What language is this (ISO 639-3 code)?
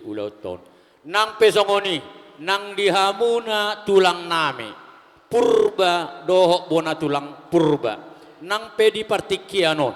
bbc